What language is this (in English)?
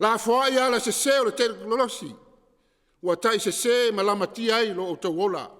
Samoan